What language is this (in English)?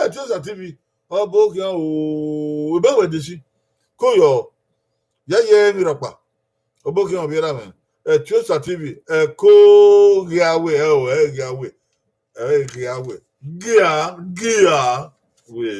Bini